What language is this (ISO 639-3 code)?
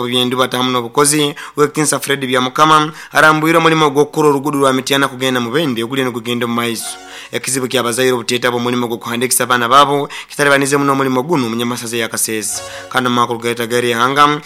nyo